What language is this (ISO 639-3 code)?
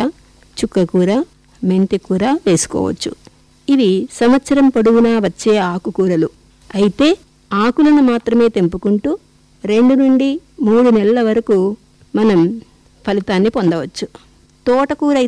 tel